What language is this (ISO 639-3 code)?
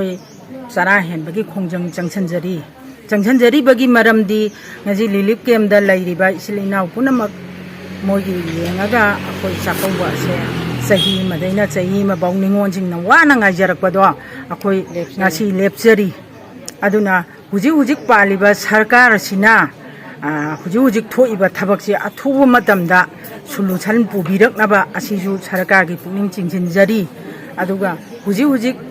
mni